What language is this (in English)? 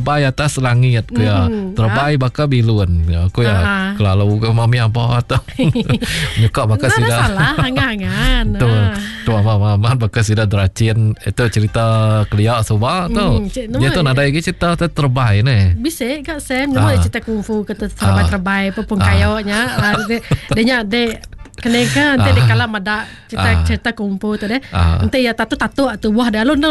Iban